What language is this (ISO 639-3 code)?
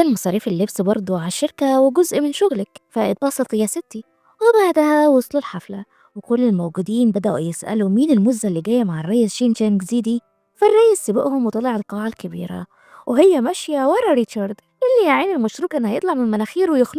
arz